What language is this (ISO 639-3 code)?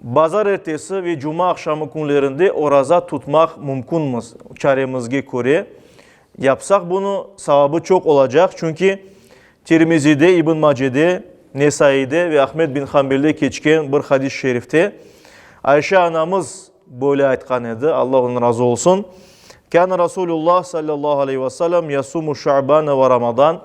crh